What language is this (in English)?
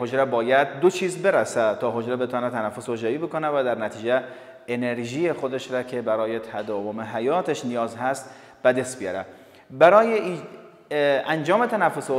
Persian